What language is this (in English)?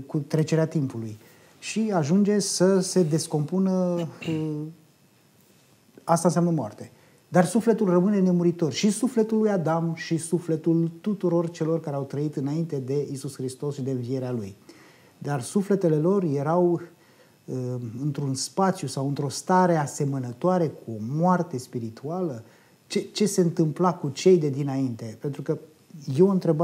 Romanian